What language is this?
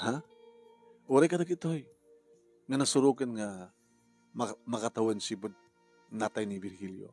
Iloko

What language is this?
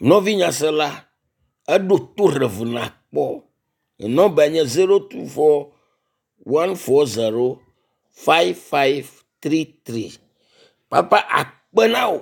Ewe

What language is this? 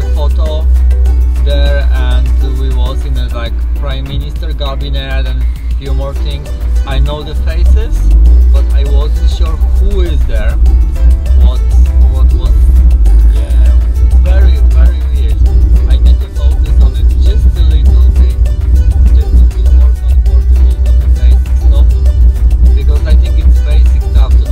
English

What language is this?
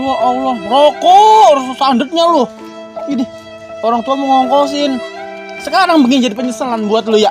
Betawi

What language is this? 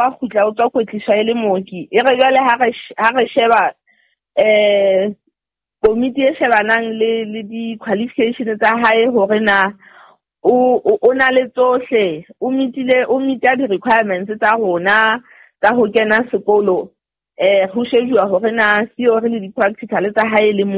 Southern Sotho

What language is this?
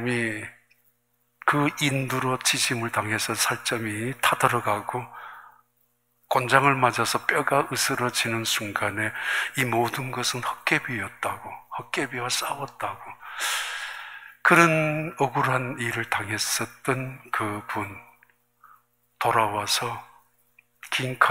Korean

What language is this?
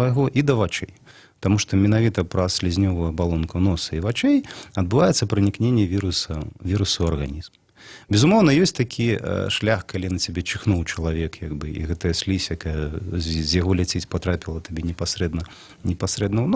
Belarusian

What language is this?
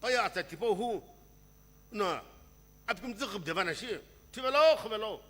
Sumi Naga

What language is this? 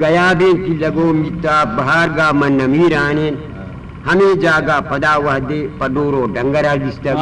Eastern Balochi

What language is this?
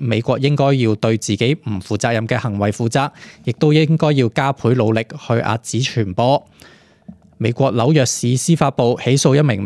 Cantonese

